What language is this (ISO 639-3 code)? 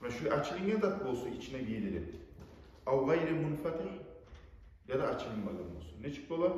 kum